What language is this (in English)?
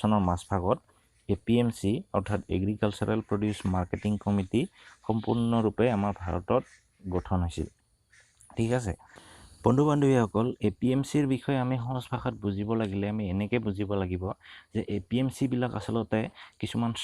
Assamese